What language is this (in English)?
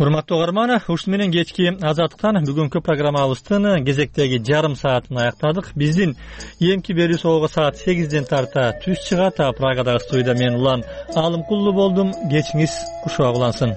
Kyrgyz